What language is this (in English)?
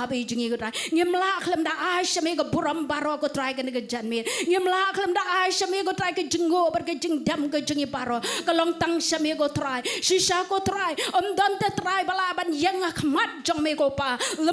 Khasi